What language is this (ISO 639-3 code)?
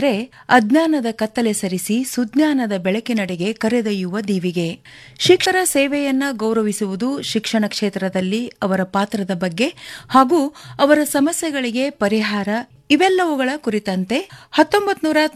kan